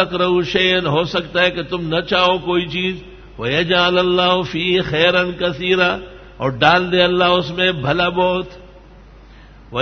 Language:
Urdu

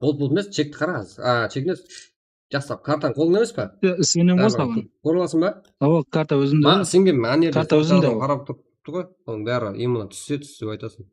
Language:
Kara-Kalpak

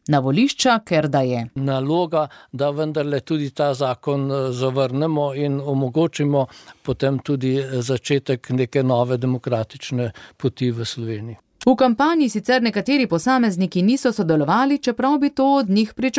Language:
Slovenian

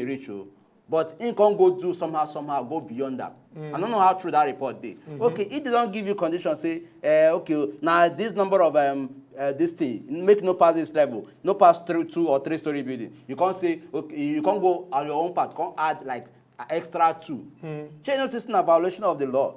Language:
Nigerian Pidgin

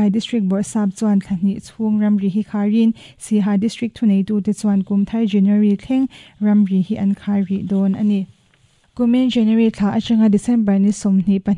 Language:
Mizo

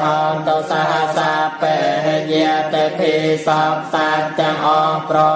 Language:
Khmer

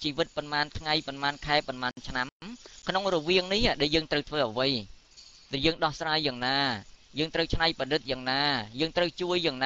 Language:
Khmer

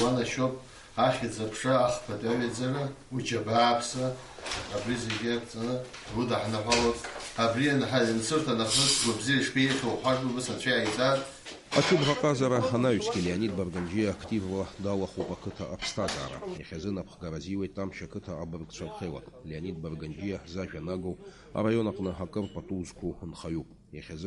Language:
Abkhazian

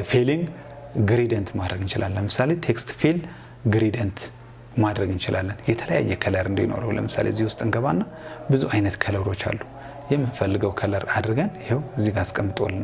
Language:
Amharic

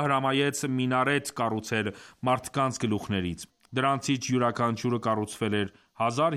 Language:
Armenian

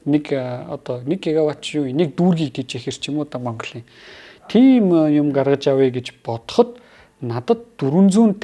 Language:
Mongolian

